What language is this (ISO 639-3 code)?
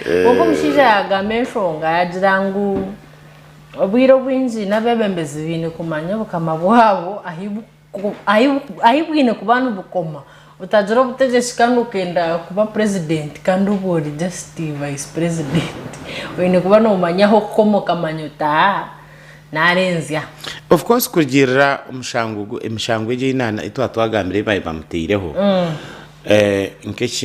nyn